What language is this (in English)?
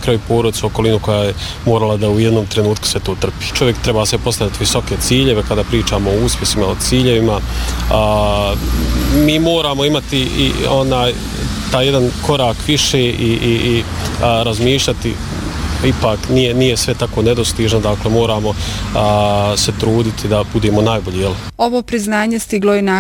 Bosnian